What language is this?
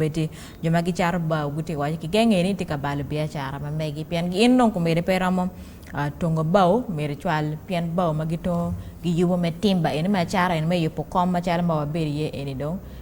Acoli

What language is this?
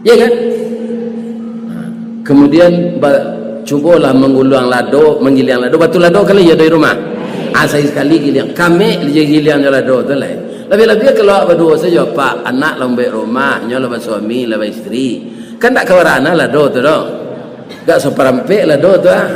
Minangkabau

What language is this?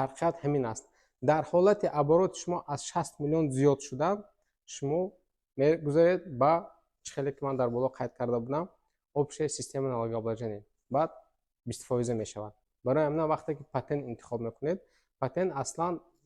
Tajik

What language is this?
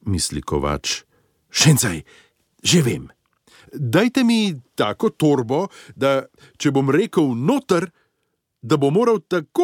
Slovenian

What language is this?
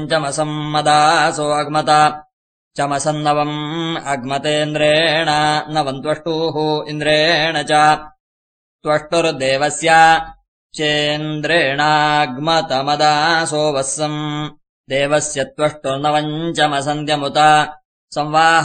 Sanskrit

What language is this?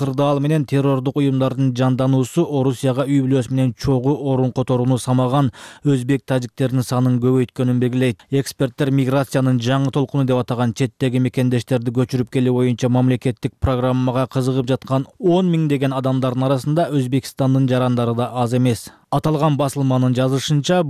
Kyrgyz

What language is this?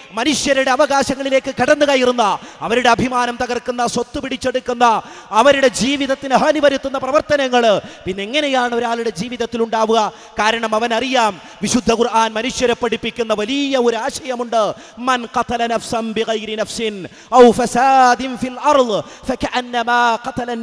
Malayalam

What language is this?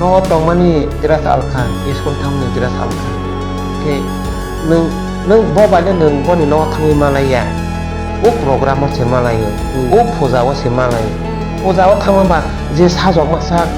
Kok Borok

